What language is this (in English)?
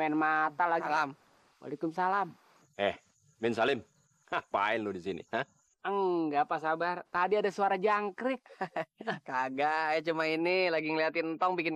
Betawi